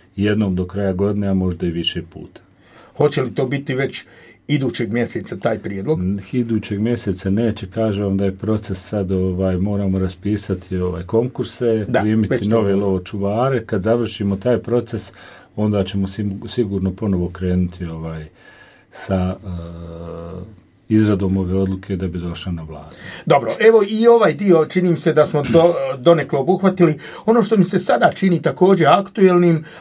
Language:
Croatian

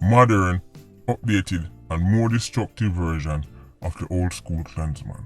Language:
Jamaican Creole English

